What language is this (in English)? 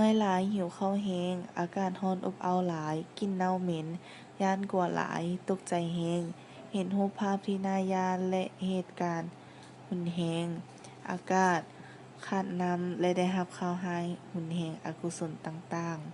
Lao